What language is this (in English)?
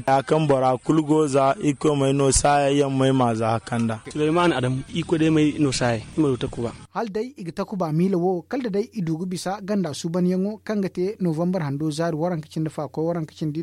Zarma